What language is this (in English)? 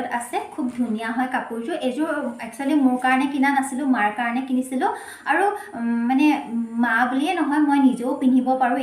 Assamese